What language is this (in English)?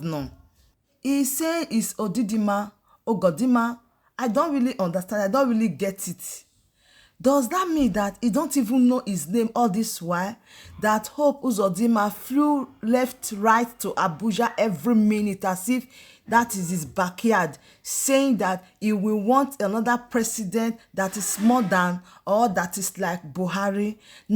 Nigerian Pidgin